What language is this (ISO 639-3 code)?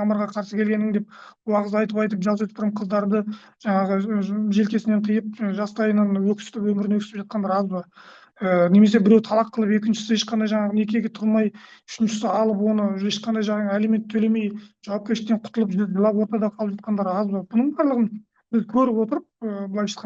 kaz